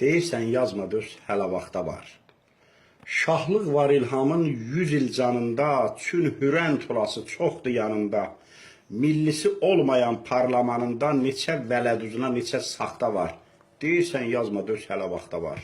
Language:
Azerbaijani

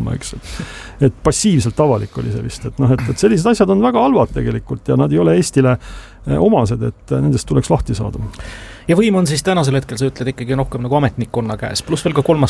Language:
Estonian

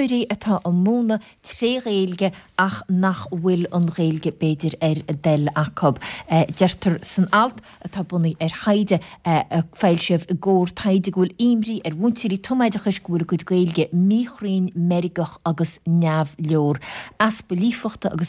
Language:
Irish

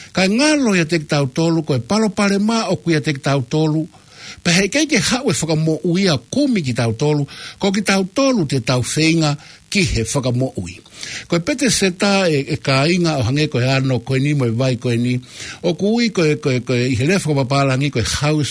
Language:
Tongan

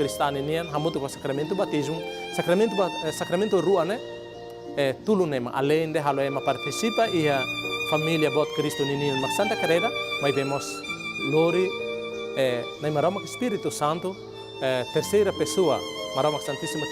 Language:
Tetum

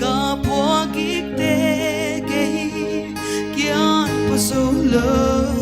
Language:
Paite Chin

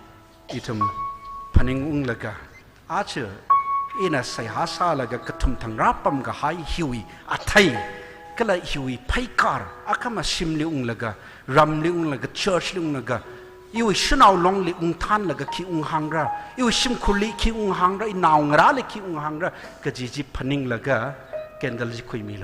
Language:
Tangkhul Naga (India)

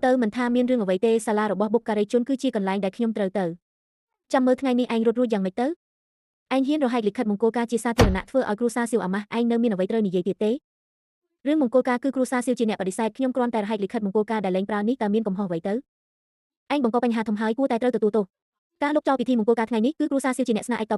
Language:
Khmer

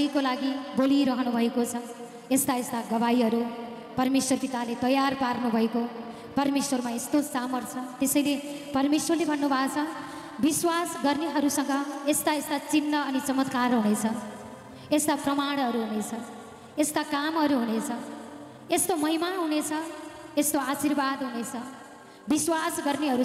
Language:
Nepali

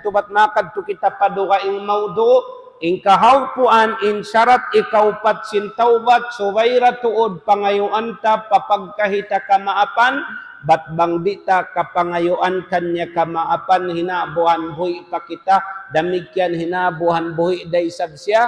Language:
Tausug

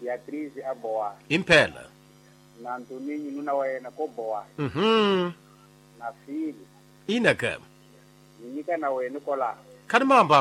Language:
Tsonga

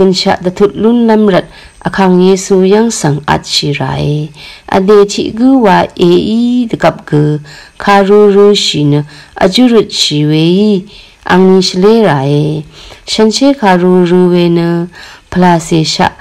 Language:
Rawang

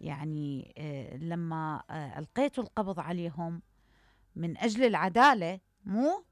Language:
Mesopotamian Arabic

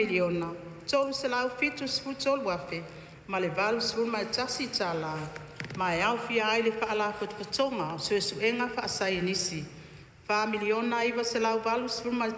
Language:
Samoan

